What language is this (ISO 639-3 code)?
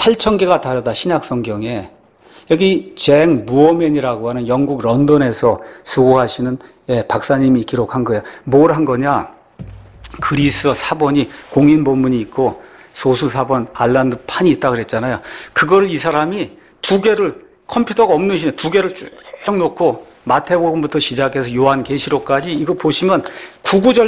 kor